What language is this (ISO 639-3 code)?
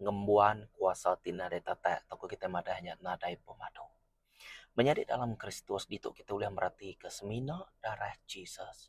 iba